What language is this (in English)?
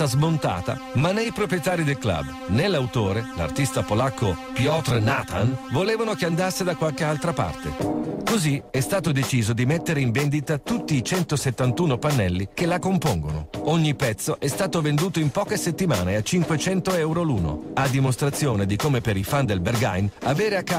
Italian